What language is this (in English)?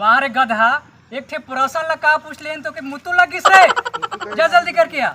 Chhattisgarhi